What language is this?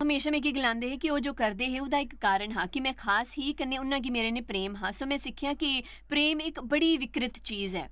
Dogri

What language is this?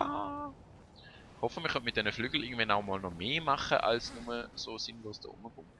Swiss German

